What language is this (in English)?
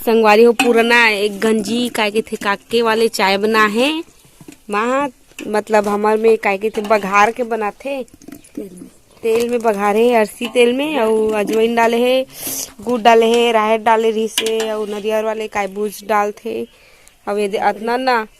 Chhattisgarhi